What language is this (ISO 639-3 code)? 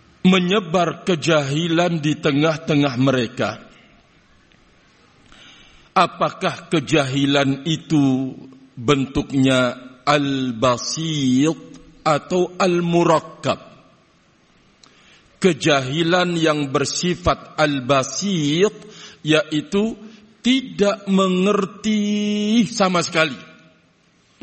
ind